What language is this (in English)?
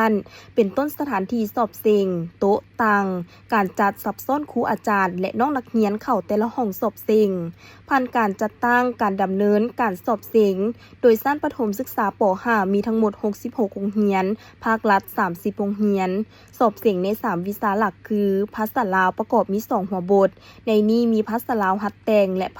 Lao